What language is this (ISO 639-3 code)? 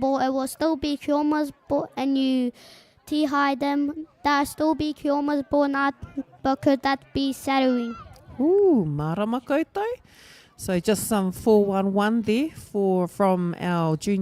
mri